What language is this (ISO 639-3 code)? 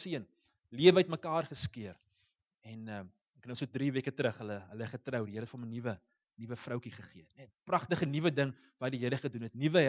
afr